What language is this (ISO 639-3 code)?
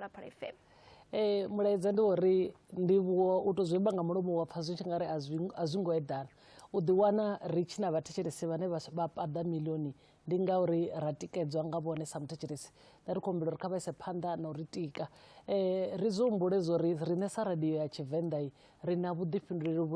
ven